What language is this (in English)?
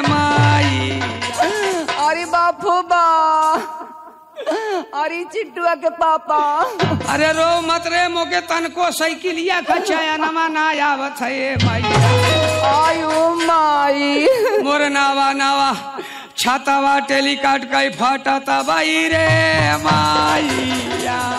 Bhojpuri